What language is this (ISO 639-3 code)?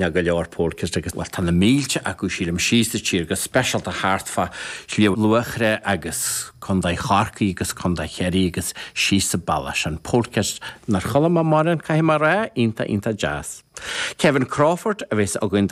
gle